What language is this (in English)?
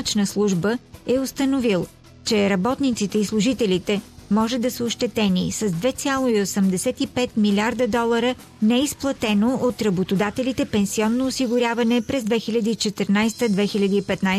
Bulgarian